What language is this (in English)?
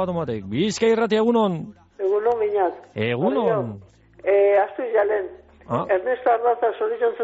Basque